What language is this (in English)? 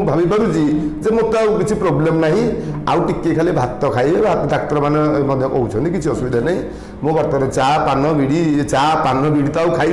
Odia